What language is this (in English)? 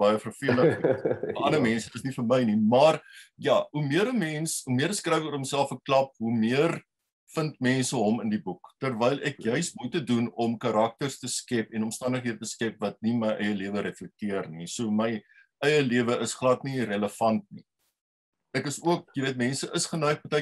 Afrikaans